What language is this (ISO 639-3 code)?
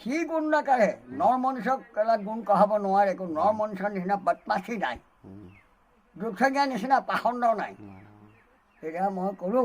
asm